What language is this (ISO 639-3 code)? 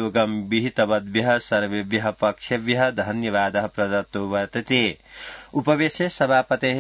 san